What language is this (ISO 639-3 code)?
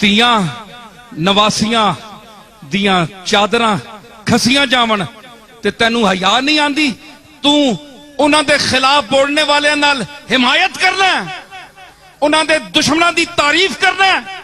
skr